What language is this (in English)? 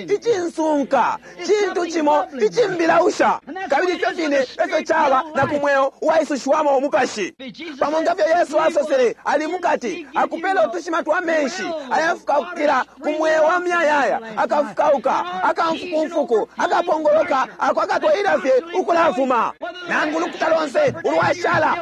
Bemba